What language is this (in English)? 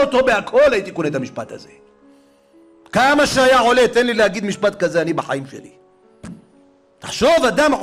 Hebrew